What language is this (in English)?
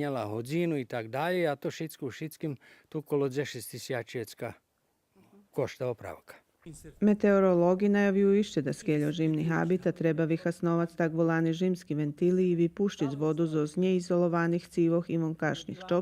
Rusyn